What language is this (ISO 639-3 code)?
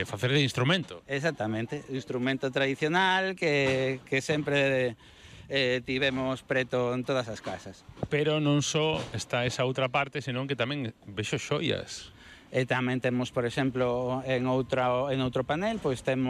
glg